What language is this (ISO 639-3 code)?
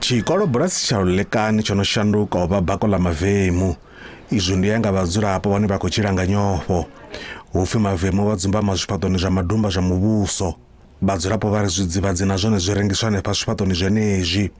ven